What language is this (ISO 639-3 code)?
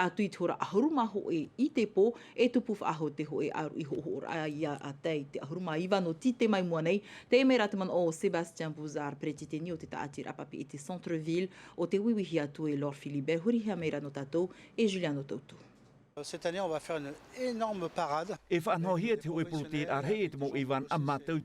tah